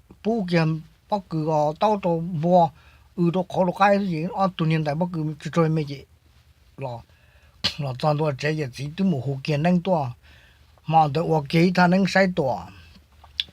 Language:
Hmong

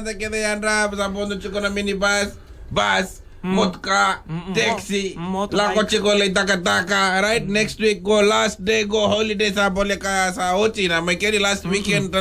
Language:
Fijian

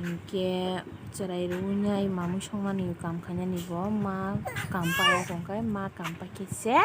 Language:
Kok Borok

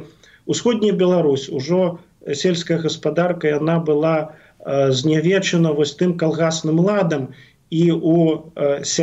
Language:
Belarusian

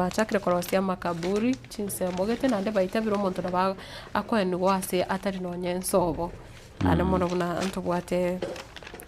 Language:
Gusii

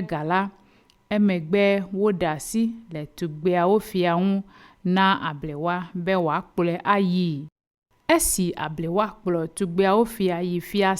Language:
Ewe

